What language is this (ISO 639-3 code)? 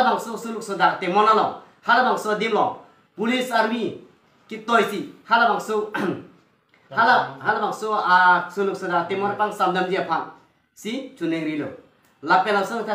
mjw